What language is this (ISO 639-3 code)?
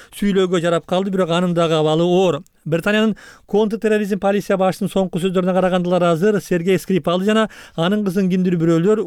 kir